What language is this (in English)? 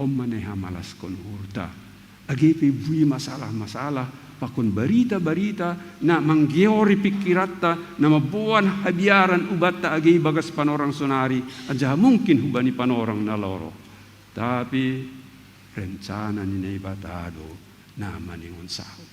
Batak Simalungun